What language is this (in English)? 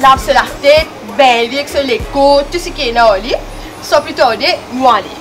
Morisyen